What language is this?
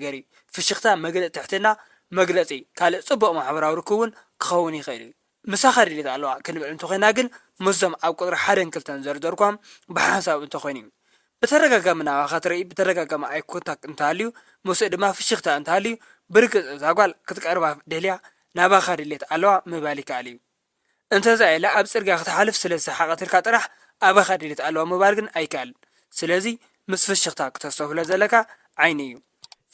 Tigrinya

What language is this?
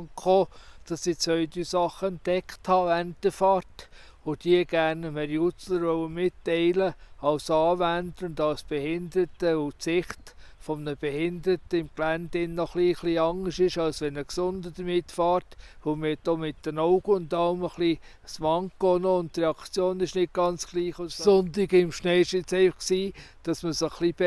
Swiss German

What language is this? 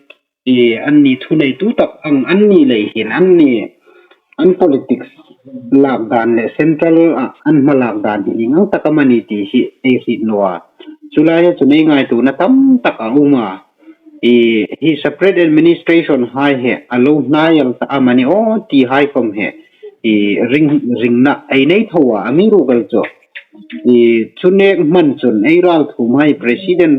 Hmar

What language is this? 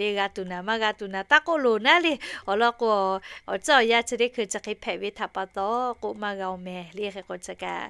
Lahu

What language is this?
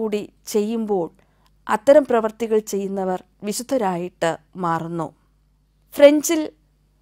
Malayalam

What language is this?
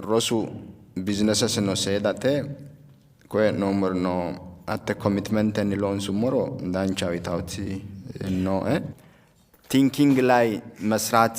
Sidamo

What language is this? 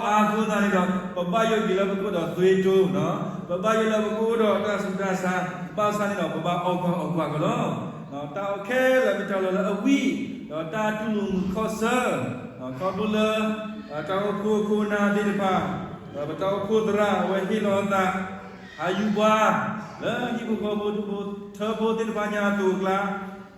S'gaw Karen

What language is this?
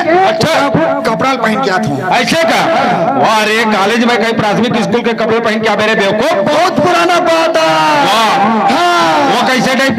Chhattisgarhi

